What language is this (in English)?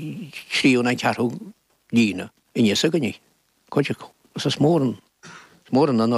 Irish